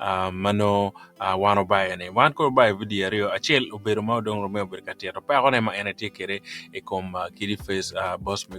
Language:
Acoli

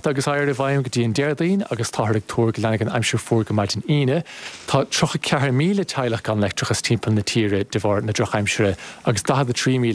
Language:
Irish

